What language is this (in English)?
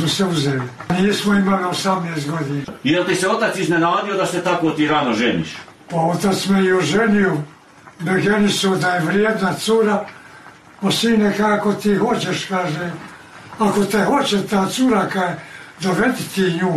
Bosnian